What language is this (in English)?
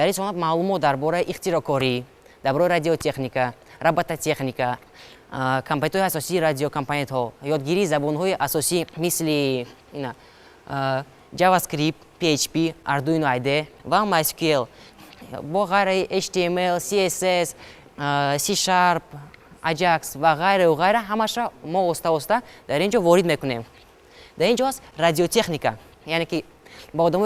Tajik